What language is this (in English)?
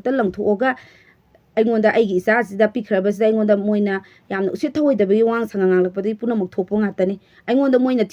Manipuri